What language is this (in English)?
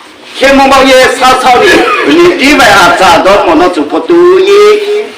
Riang (India)